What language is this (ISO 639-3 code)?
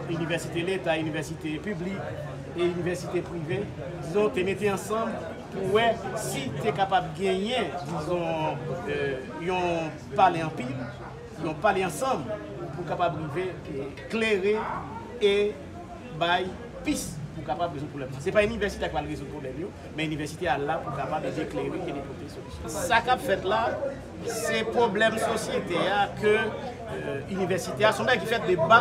hat